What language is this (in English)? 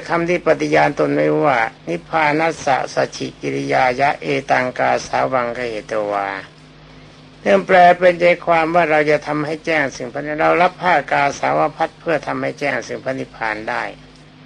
Thai